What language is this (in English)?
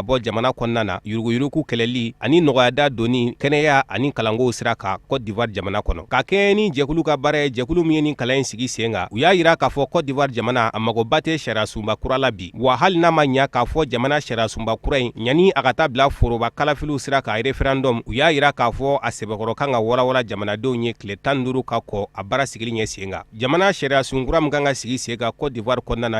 Bambara